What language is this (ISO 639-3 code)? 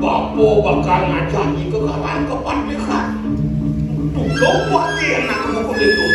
ban